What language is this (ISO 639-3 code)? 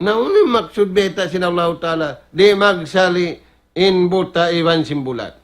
tsg